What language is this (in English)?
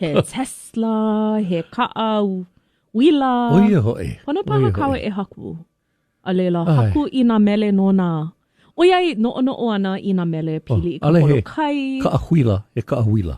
Hawaiian